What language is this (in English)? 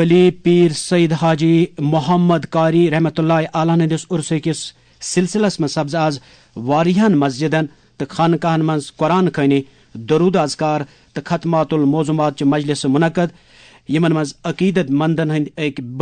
Kashmiri